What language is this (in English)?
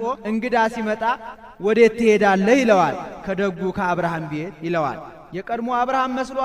Amharic